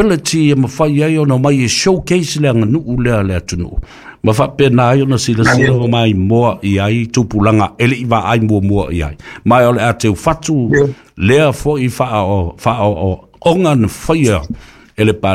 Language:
Samoan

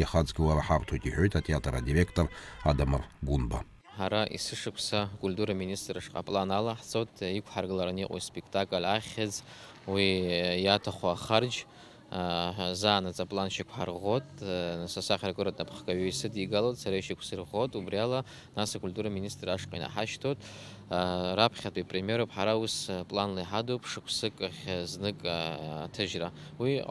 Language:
Abkhazian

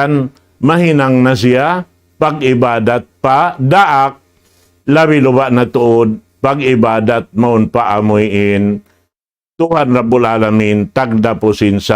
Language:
Tausug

